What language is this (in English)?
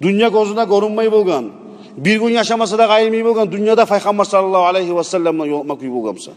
Kumyk